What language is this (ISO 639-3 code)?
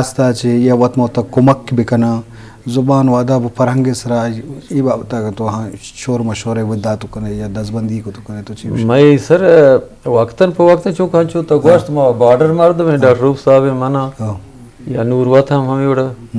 bgp